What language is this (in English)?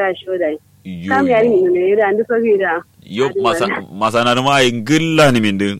Kanuri